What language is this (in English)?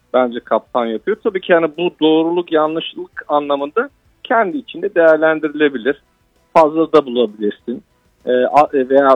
Turkish